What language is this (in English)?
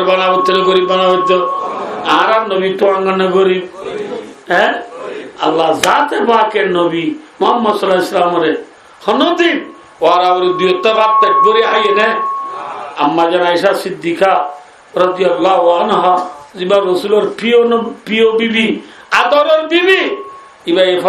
Rohingya